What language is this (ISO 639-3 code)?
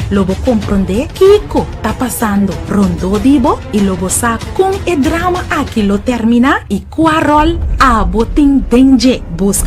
pap